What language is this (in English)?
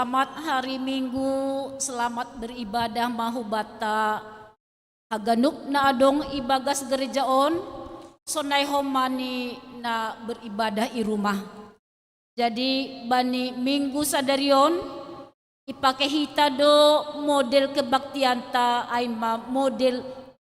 Batak Simalungun